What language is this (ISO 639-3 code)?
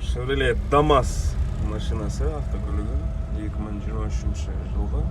kaz